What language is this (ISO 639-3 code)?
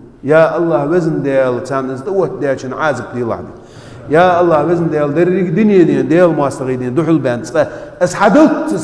inh